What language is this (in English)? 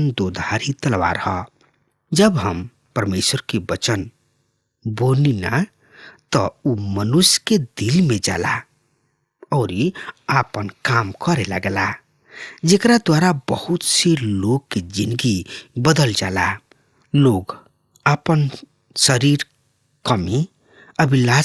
Bhojpuri